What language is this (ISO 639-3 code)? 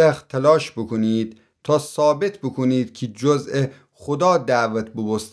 glk